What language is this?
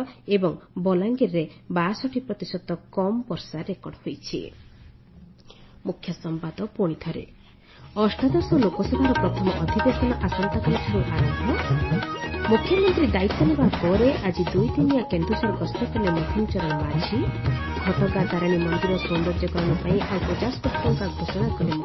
Odia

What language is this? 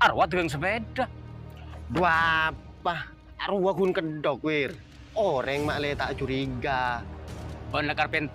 Madurese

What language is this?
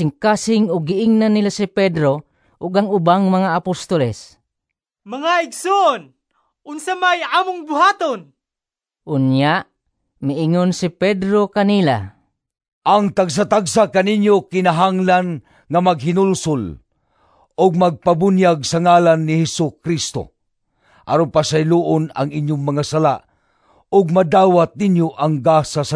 Cebuano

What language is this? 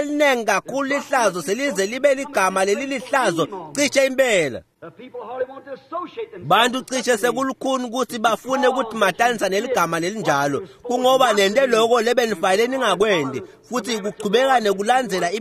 Swati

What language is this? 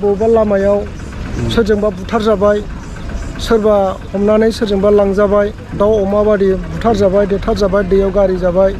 Bodo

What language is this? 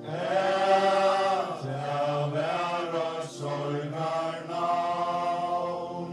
Faroese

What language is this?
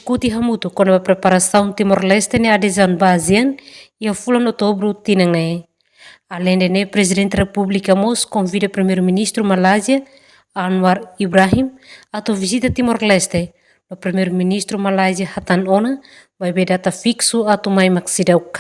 Tetum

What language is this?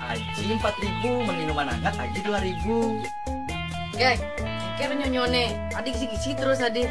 Balinese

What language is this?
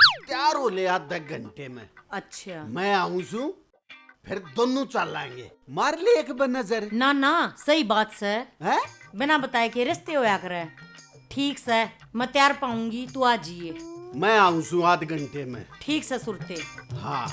Haryanvi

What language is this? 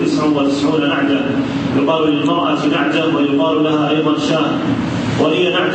Arabic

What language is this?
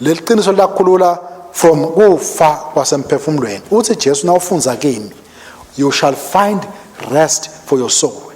Swati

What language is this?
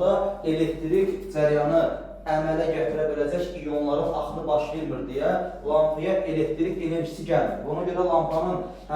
Azerbaijani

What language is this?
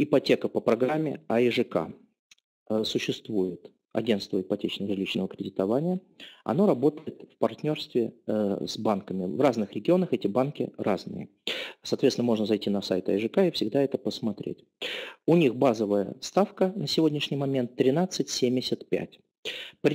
Russian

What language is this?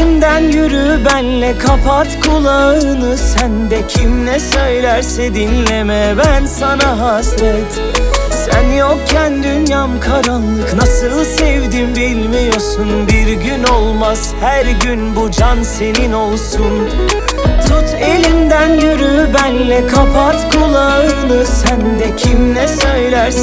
Turkish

